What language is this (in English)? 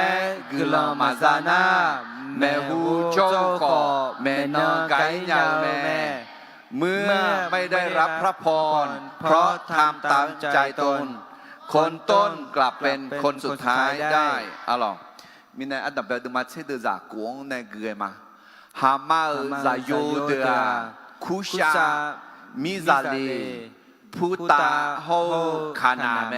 Akha